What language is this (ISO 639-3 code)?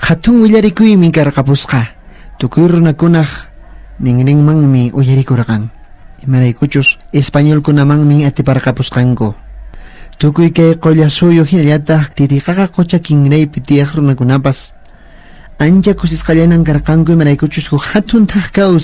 que